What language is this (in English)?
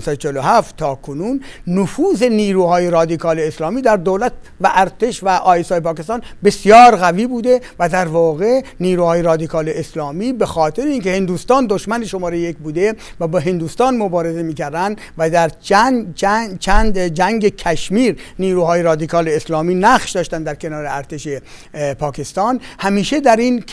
Persian